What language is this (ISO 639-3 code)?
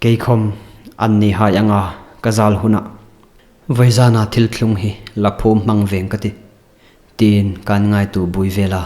hmr